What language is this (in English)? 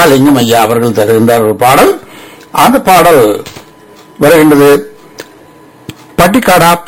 Tamil